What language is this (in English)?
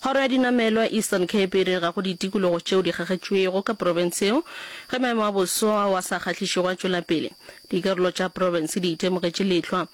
Northern Sotho